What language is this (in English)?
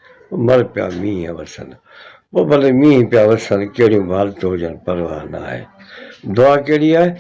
Sindhi